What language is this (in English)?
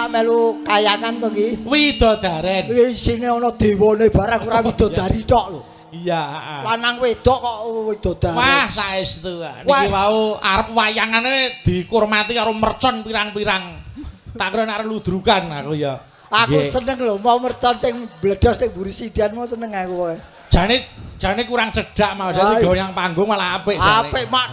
Javanese